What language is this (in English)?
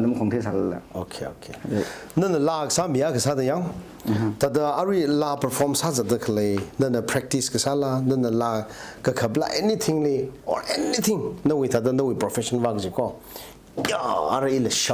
Tangkhul Naga (India)